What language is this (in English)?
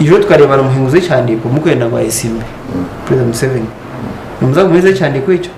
Nyankole